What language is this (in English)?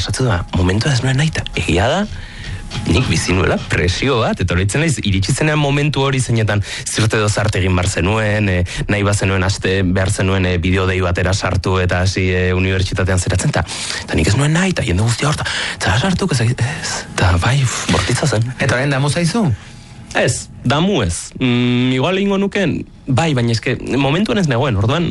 Basque